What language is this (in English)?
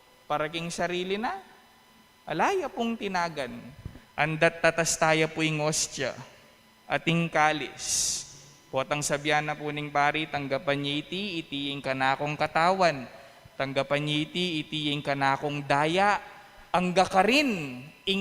Pampanga